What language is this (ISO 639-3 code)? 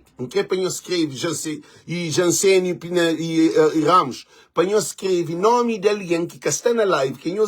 kea